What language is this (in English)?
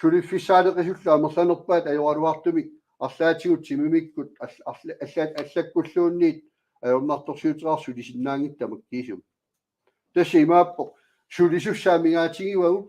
Kalaallisut